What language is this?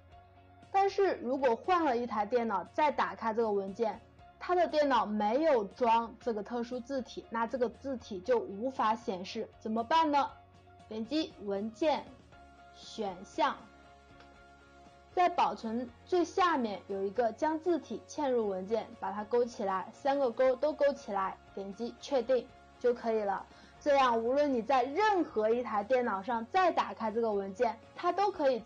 Chinese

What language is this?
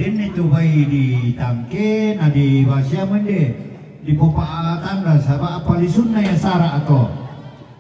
Toraja-Sa'dan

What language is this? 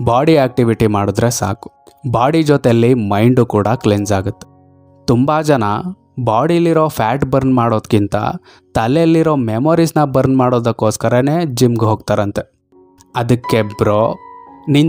Kannada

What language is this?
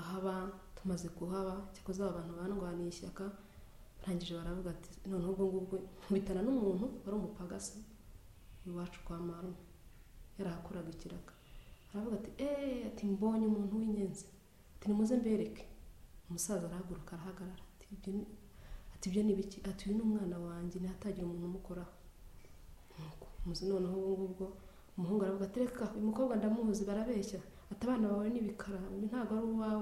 Kinyarwanda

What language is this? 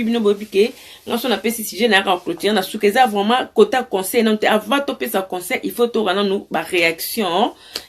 Lingala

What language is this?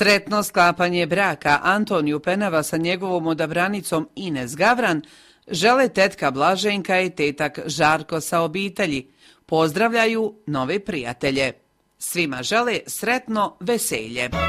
Croatian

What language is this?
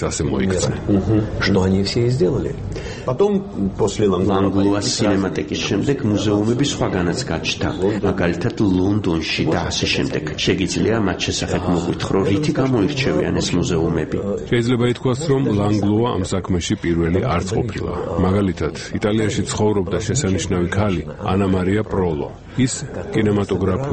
Georgian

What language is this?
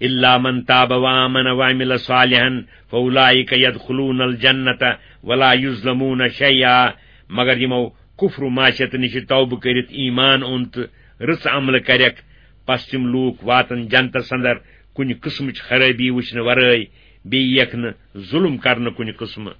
Kashmiri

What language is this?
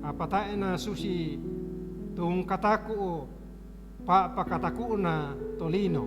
Toraja-Sa'dan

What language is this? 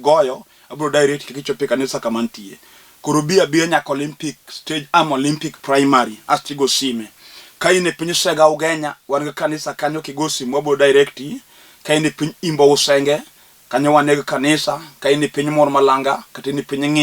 Luo (Kenya and Tanzania)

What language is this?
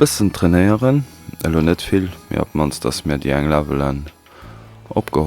Luxembourgish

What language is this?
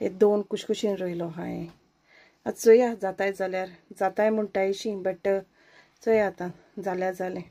Konkani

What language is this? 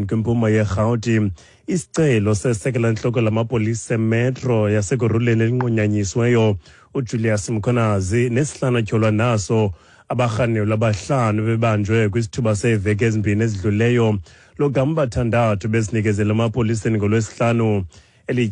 Xhosa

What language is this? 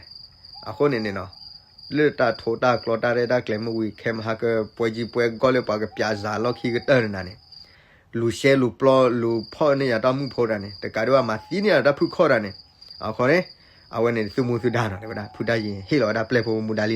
S'gaw Karen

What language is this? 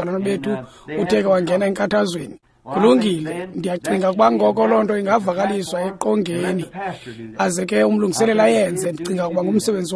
Xhosa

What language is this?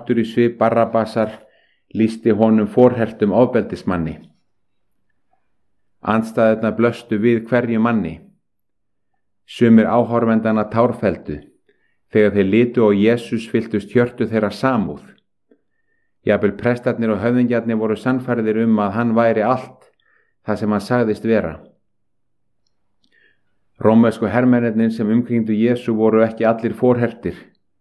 Icelandic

